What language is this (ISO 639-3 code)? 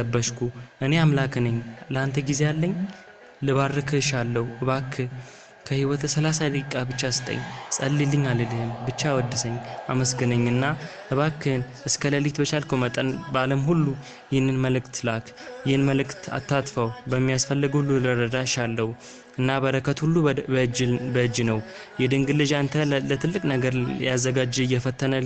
amh